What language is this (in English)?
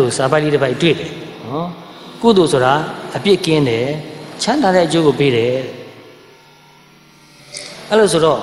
Burmese